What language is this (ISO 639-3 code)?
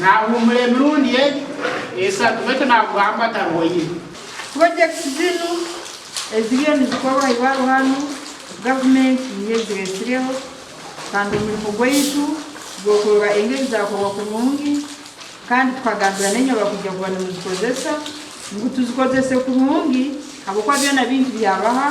nyn